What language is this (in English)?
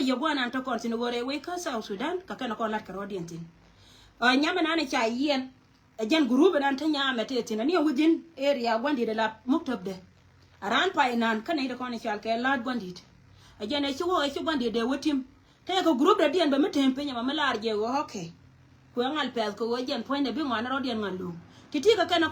Nuer